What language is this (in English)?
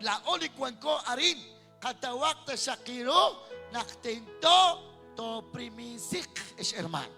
Kekchí